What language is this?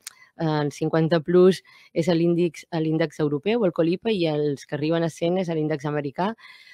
Catalan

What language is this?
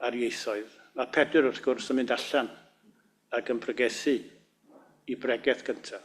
Welsh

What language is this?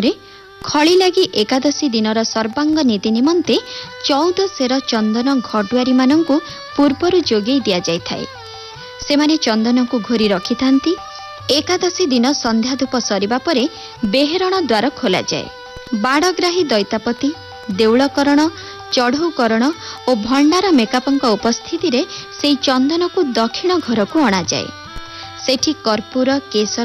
Odia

